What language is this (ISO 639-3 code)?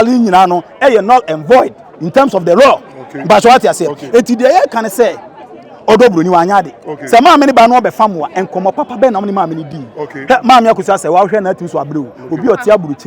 aka